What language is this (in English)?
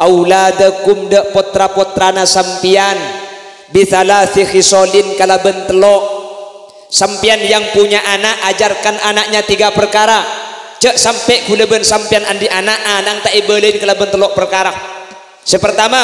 Madurese